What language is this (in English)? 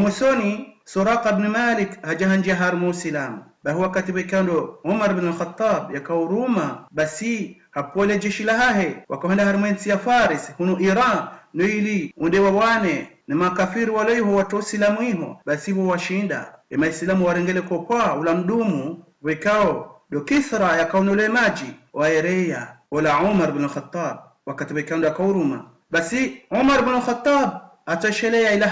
Ngazidja Comorian